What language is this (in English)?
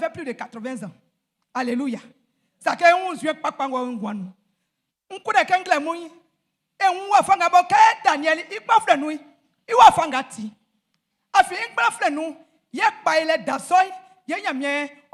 Baoulé